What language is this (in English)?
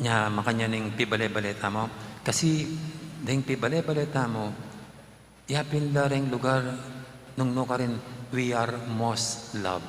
Pampanga